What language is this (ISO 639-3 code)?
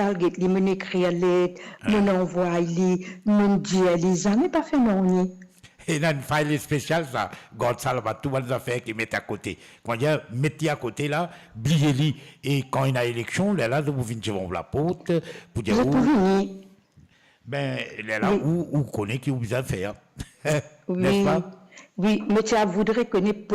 mfe